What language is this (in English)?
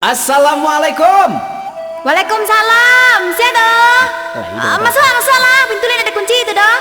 Minangkabau